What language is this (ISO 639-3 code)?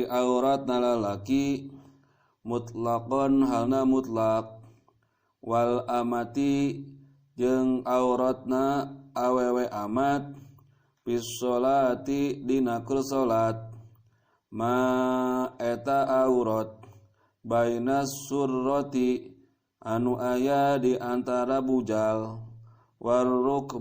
sun